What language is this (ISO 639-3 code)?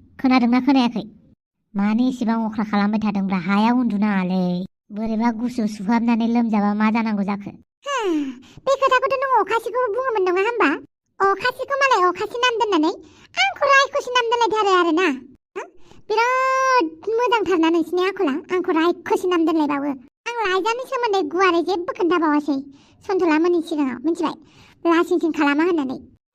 brx